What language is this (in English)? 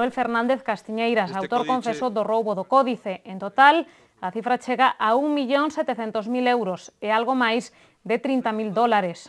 Galician